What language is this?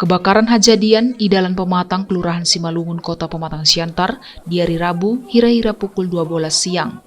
Batak Toba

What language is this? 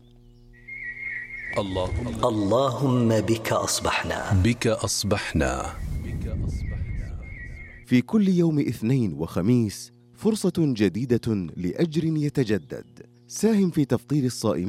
Arabic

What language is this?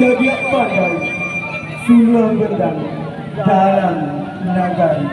Minangkabau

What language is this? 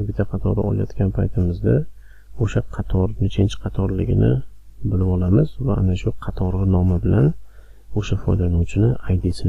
Uzbek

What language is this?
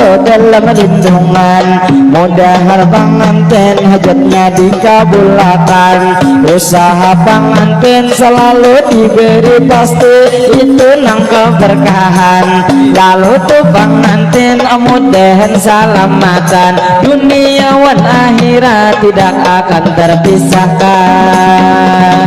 Banjar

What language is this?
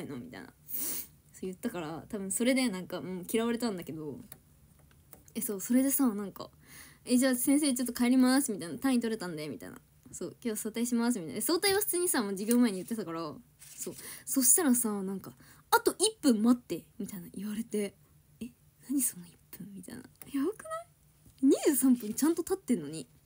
Japanese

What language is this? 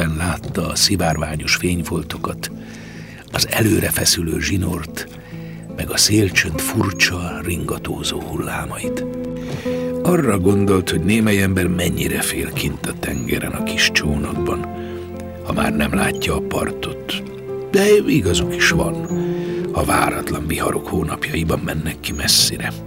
Hungarian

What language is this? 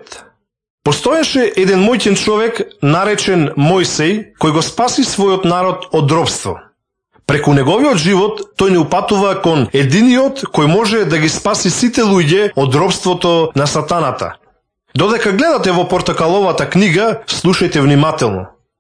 Macedonian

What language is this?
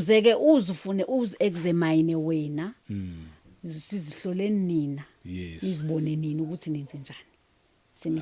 Zulu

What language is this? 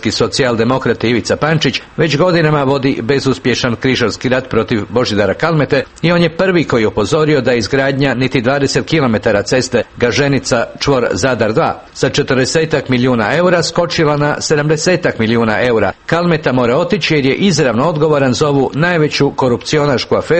Croatian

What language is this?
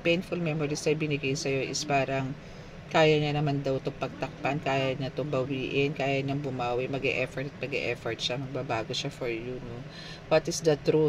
Filipino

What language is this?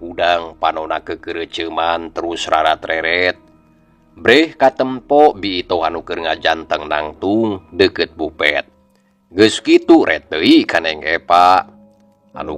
Sundanese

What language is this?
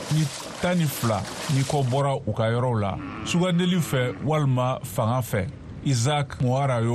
Bambara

